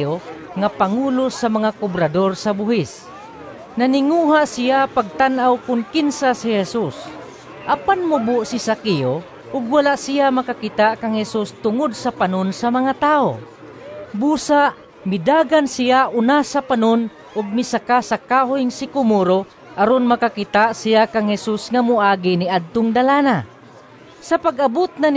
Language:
Cebuano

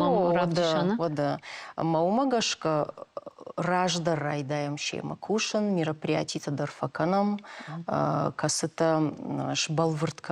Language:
Ossetic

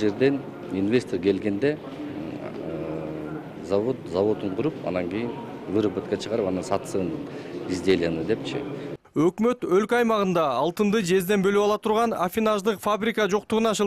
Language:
Kyrgyz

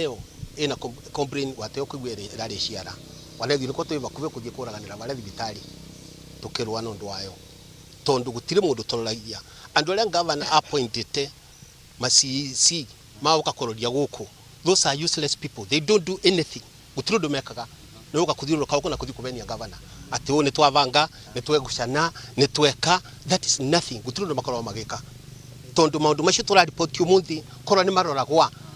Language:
Meru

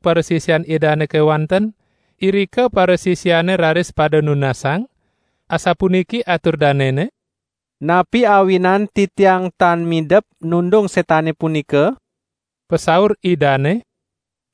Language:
Balinese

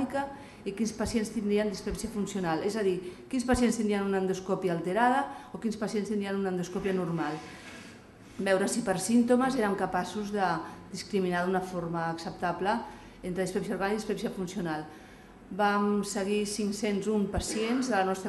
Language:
Catalan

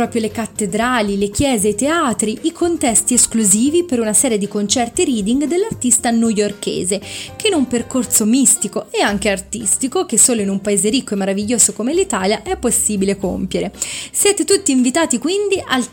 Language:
Italian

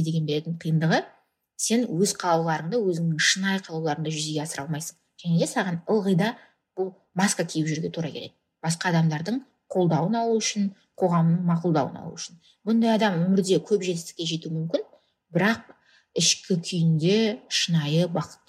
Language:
Kazakh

